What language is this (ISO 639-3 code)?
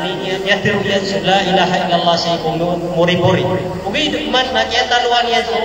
mrw